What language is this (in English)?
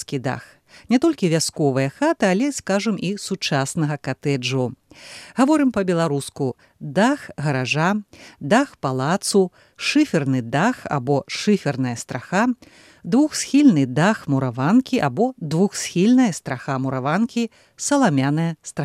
Belarusian